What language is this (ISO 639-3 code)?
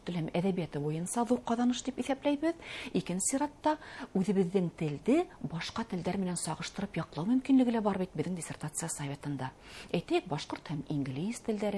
bak